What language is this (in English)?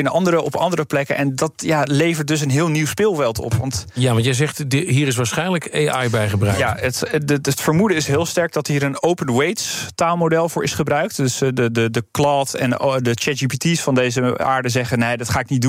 Dutch